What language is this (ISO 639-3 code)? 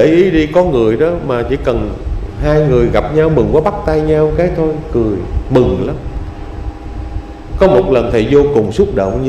vie